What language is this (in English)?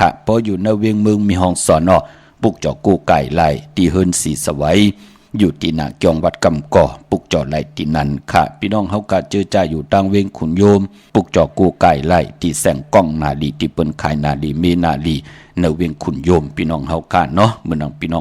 Shan